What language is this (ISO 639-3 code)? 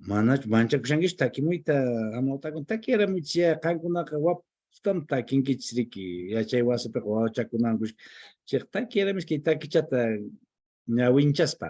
que